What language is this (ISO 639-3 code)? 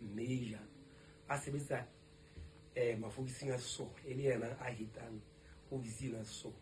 sot